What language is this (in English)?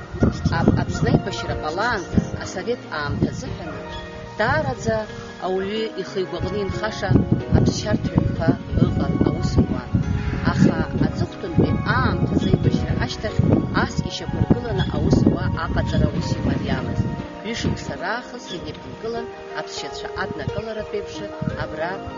Abkhazian